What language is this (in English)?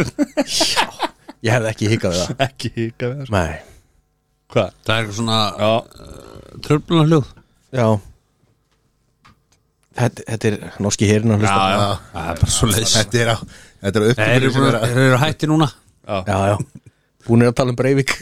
Icelandic